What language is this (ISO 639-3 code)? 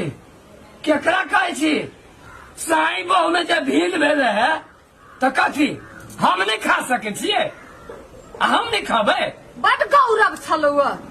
mai